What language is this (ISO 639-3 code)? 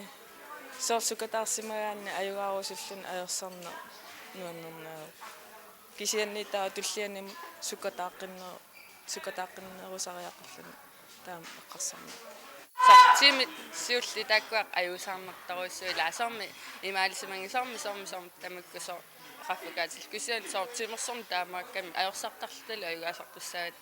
kal